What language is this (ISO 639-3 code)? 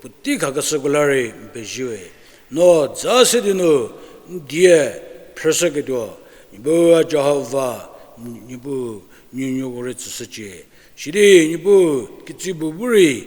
njm